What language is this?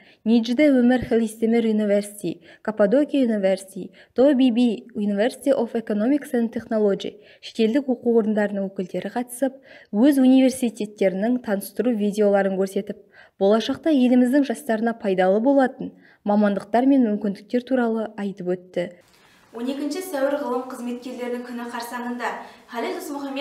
Kazakh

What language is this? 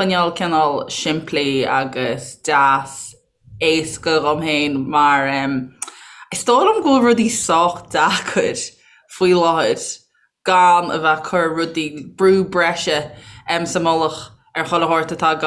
Irish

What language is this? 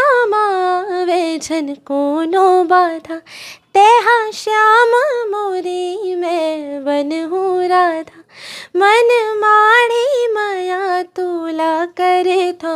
Chhattisgarhi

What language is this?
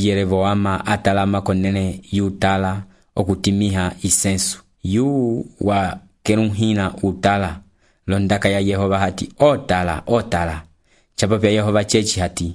Umbundu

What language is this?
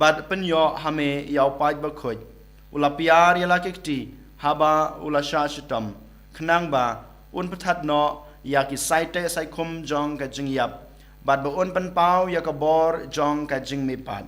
Khasi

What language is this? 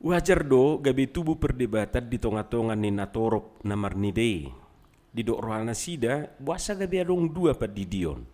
Batak Toba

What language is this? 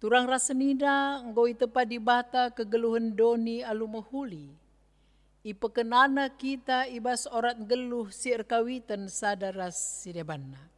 Batak Karo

